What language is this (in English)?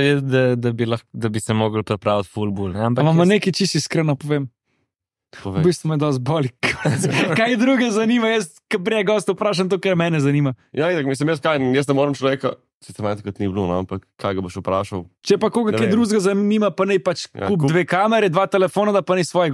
Slovenian